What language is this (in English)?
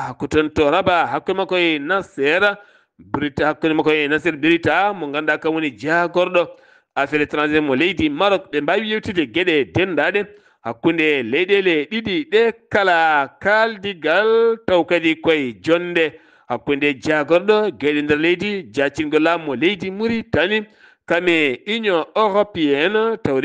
Fula